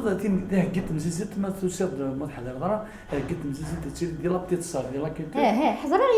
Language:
Kabyle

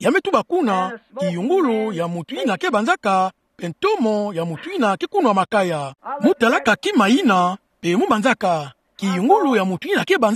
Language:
Kituba (Democratic Republic of Congo)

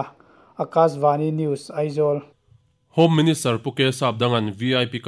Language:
Mizo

